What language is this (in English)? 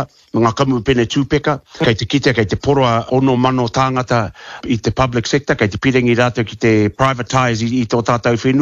Māori